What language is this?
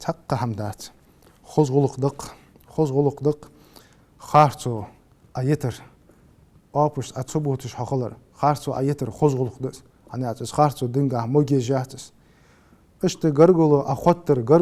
Ingush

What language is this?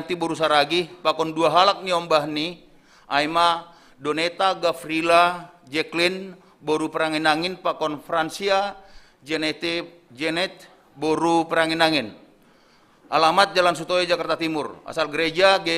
Batak Simalungun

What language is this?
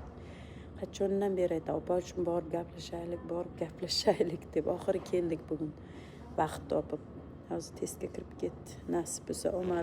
Uzbek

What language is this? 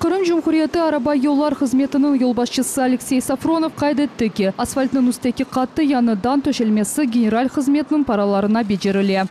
Crimean Tatar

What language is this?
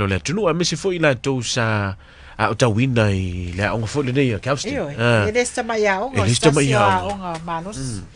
Samoan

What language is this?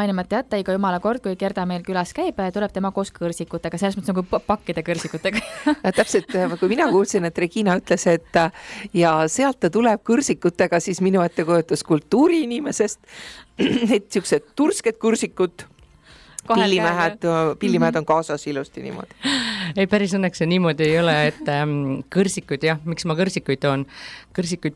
Estonian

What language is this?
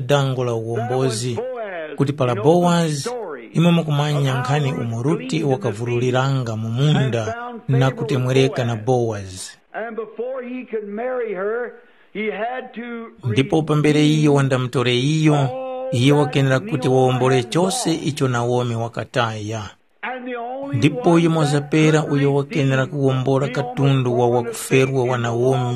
Tumbuka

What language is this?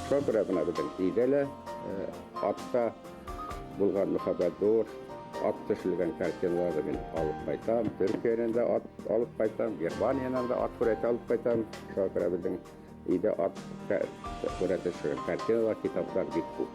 Bashkir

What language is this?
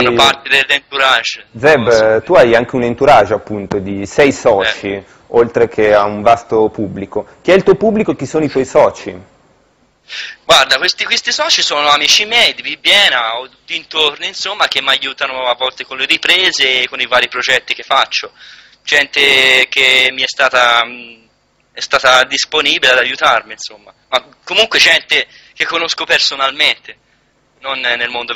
Italian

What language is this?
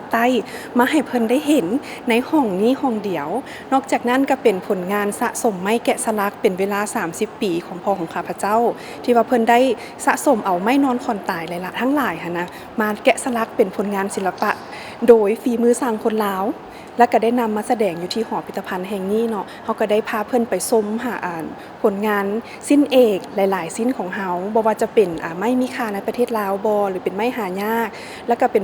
Lao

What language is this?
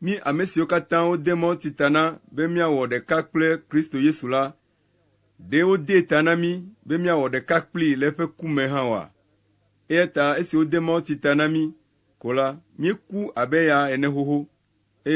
Ewe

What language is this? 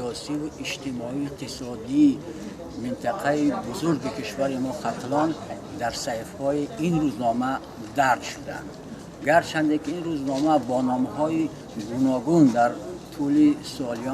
Tajik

